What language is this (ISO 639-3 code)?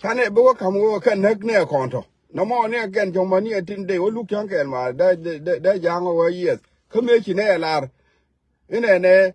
nus